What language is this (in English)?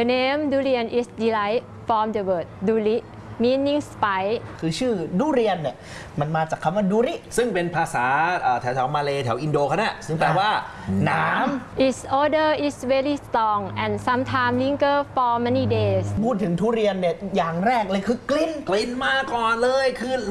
Thai